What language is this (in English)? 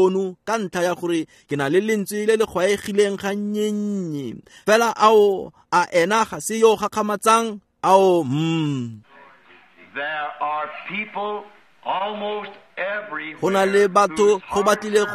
Tswana